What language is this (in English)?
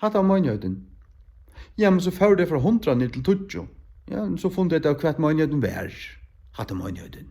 Faroese